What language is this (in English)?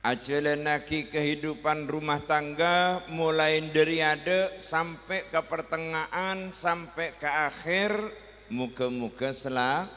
Madurese